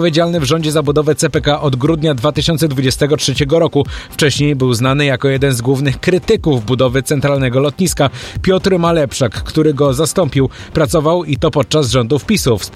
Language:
Polish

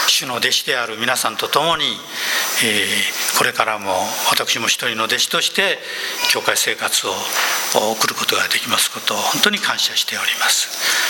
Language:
Japanese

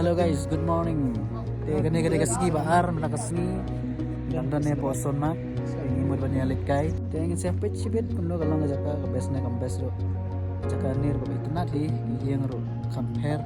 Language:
Khasi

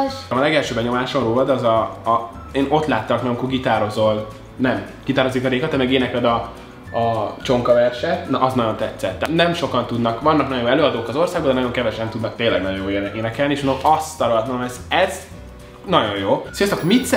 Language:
Hungarian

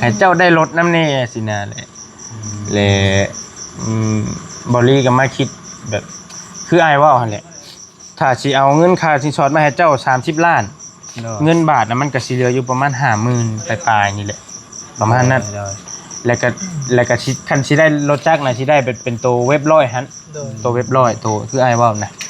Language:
Lao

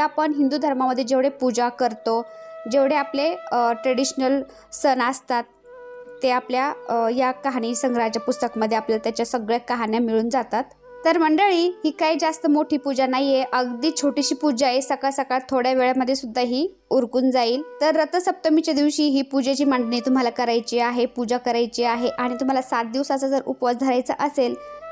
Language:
Marathi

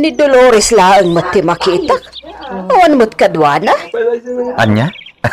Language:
Iloko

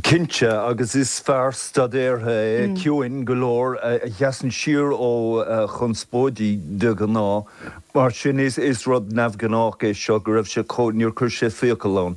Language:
Irish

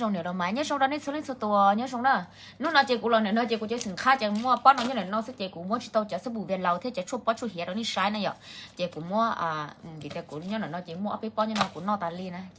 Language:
Hmong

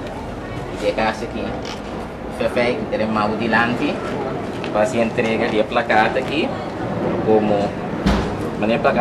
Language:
Papiamento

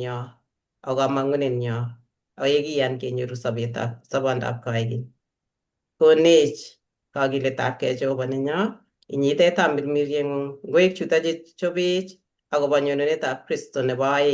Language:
Kalenjin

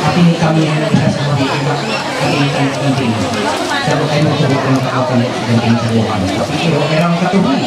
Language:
Ma'anyan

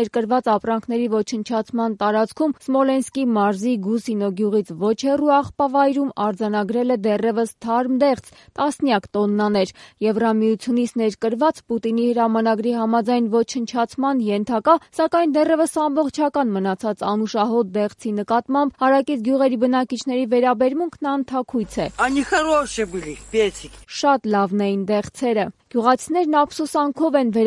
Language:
Armenian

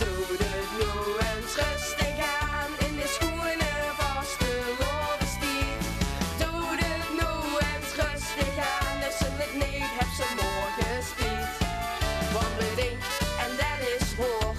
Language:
Limburgish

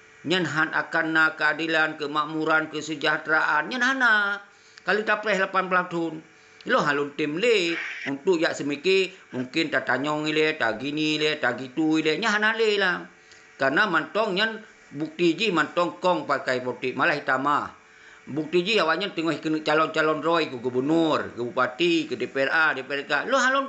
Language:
Achinese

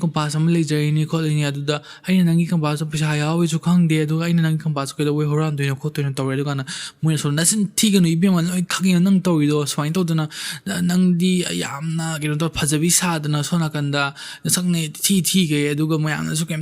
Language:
Manipuri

